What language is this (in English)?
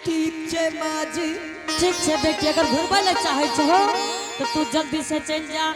Angika